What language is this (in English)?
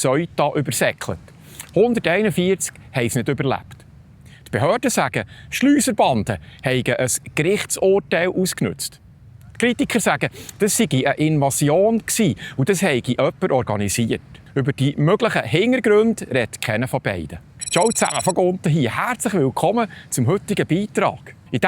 Swiss German